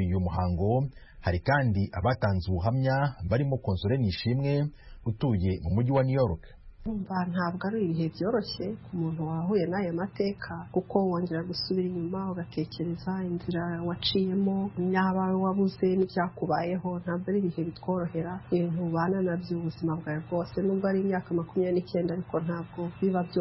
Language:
Kinyarwanda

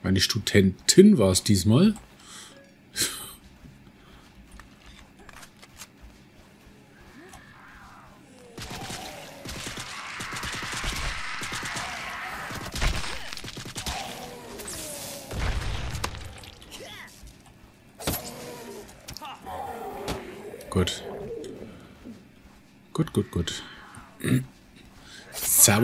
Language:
German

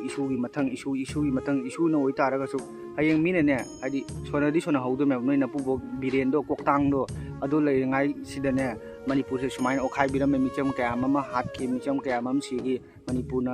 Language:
Manipuri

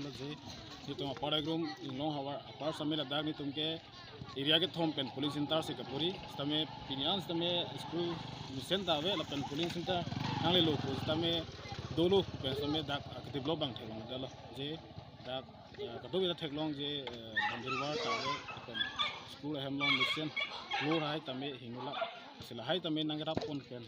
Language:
Karbi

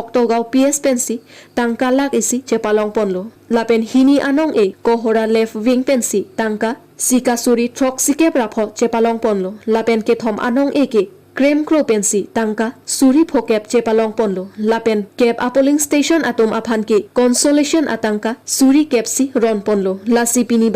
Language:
Karbi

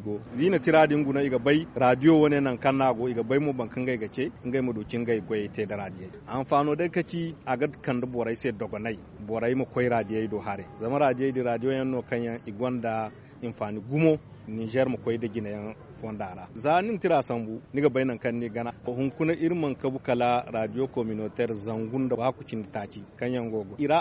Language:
Zarma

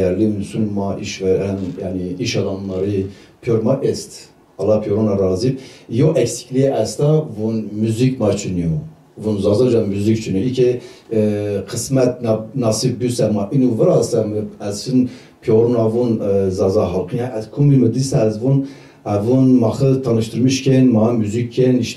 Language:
Zaza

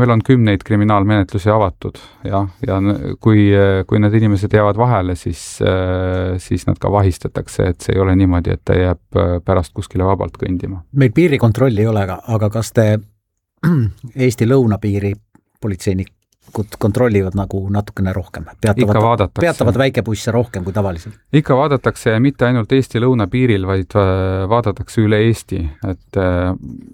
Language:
Estonian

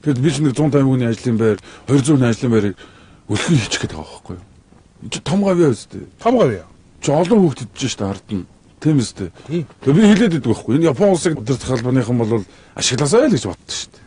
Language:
Mongolian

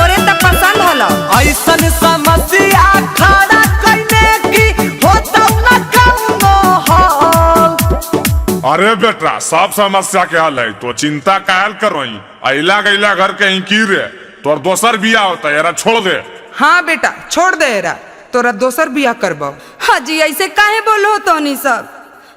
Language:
Magahi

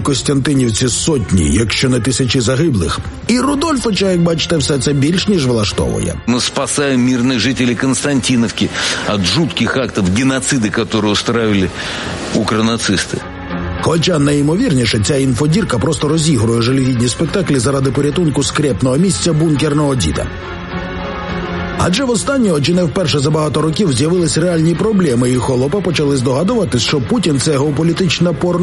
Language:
Ukrainian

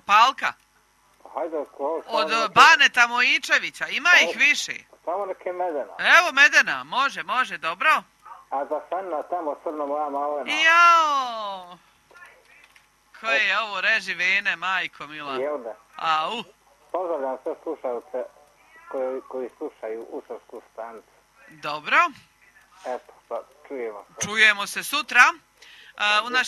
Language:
Croatian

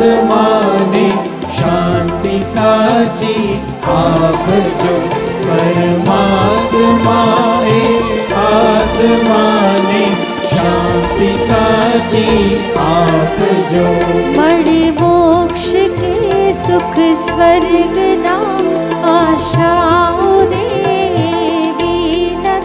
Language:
Gujarati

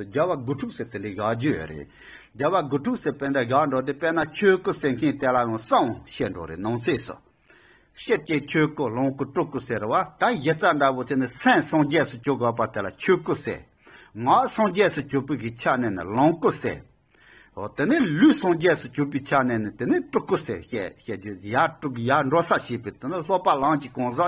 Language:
Tibetan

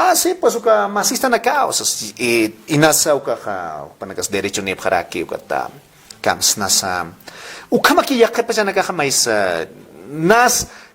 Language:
Aymara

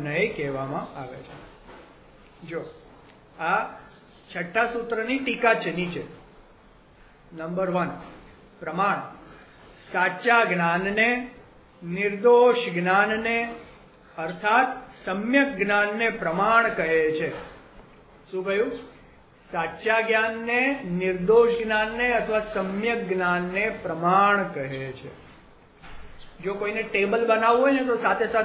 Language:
Gujarati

